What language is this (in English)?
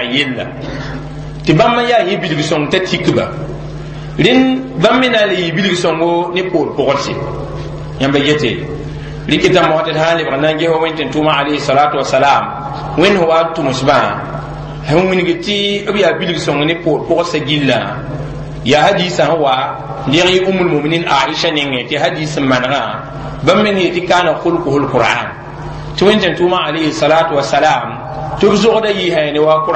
Mossi